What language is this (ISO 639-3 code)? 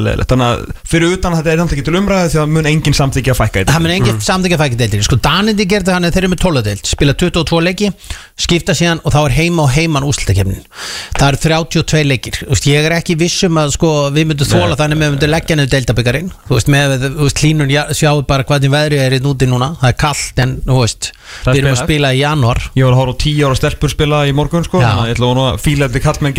isl